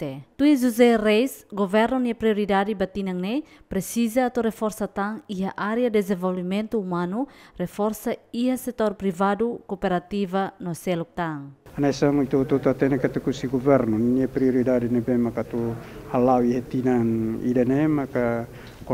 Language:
Tetum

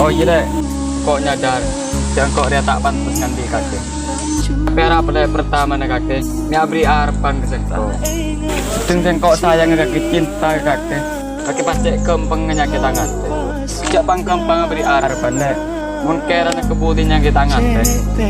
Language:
Madurese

